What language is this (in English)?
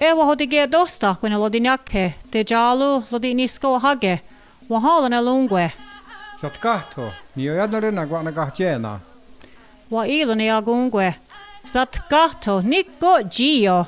Mohawk